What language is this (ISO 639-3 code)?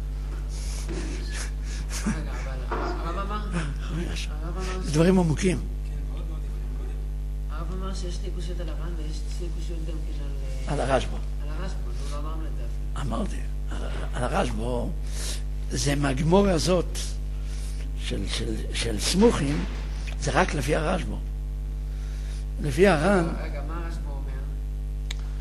heb